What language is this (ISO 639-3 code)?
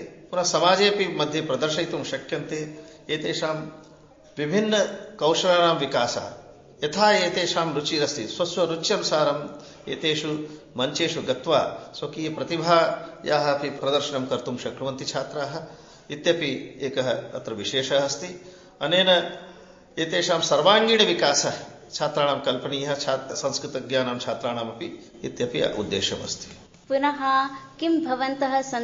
san